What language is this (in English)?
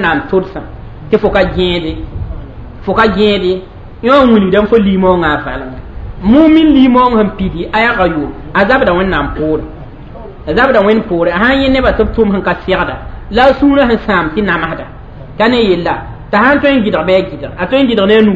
Mossi